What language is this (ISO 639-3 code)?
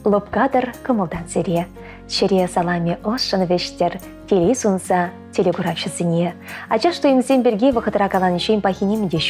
chv